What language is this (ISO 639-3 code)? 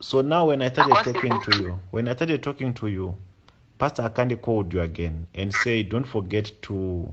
pcm